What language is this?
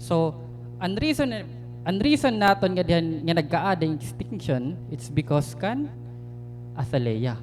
Waray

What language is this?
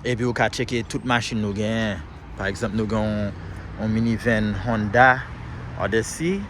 Haitian Creole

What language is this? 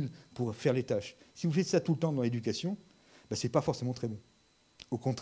French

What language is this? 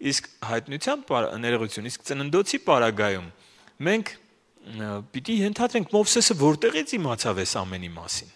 Armenian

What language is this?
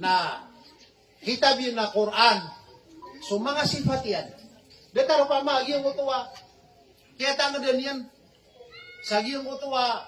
Maranao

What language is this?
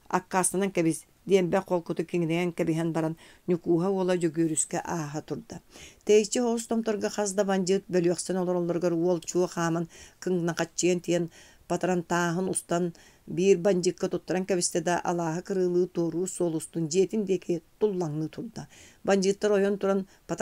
Yakut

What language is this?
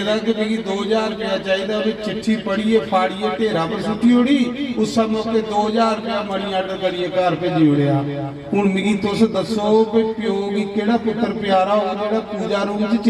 Dogri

